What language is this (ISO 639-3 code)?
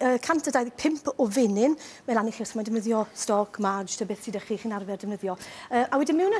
cym